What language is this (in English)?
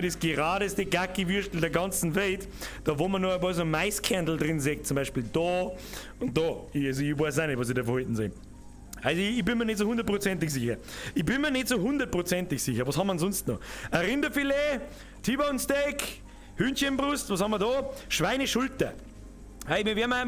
Bavarian